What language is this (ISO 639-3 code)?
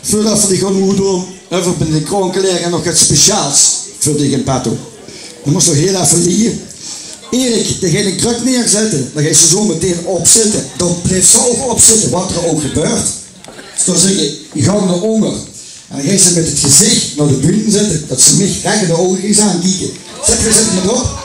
lim